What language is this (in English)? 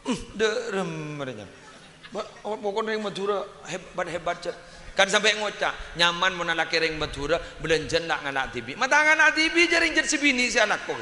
Madurese